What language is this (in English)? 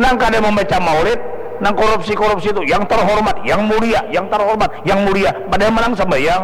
Banjar